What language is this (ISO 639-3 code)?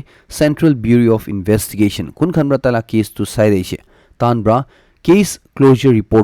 nag